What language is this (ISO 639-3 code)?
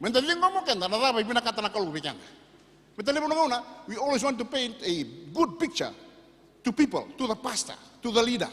fij